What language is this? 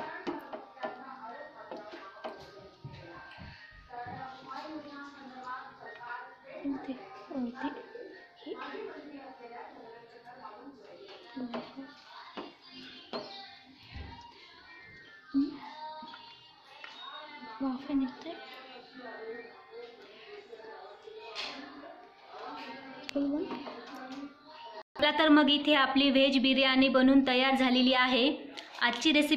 Marathi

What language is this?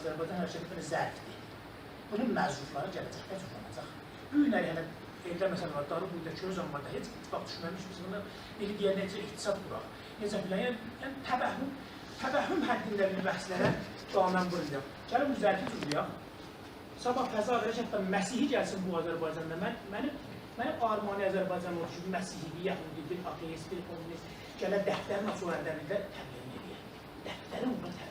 South Azerbaijani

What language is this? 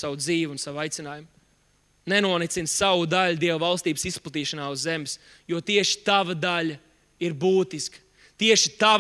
Latvian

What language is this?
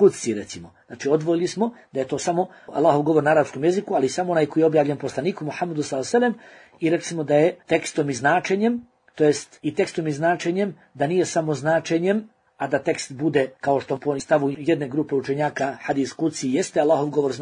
Bosnian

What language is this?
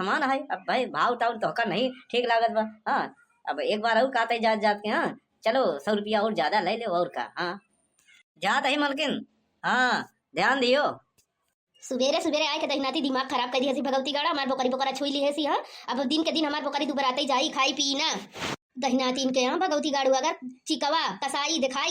Awadhi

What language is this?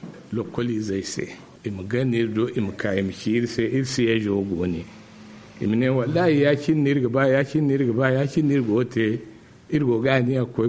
Zarma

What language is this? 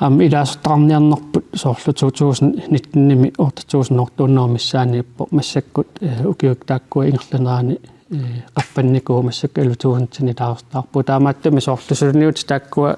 Kalaallisut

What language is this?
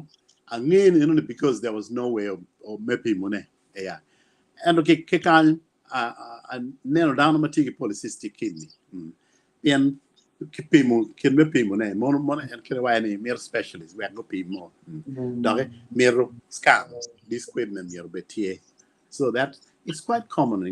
Acoli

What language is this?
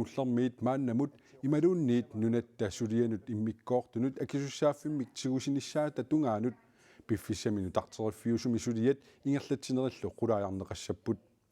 Kalaallisut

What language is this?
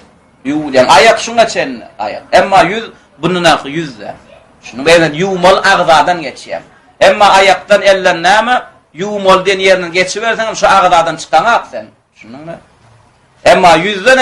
Turkmen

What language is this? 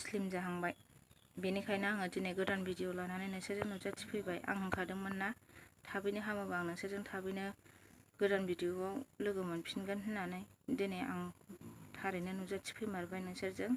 Bodo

